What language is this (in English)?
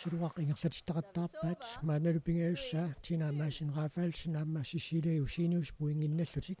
Kalaallisut